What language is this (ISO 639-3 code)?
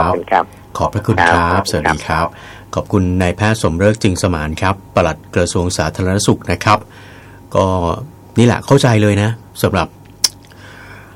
tha